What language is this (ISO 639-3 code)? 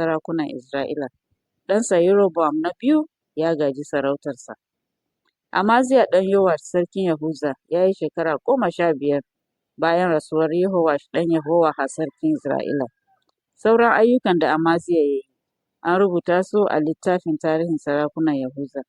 hau